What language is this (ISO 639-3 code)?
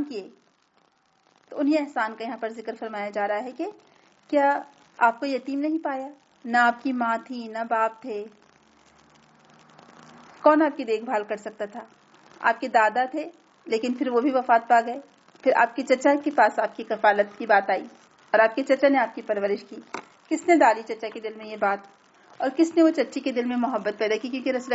urd